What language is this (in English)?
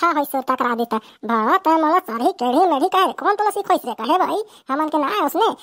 Chhattisgarhi